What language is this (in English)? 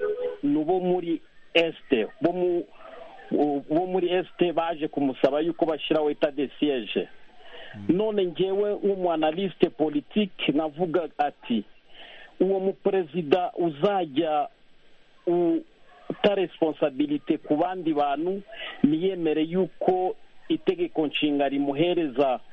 Kinyarwanda